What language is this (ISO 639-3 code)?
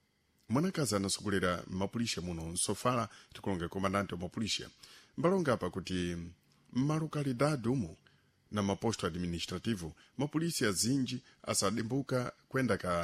seh